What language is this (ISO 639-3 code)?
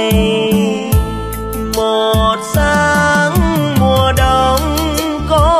vie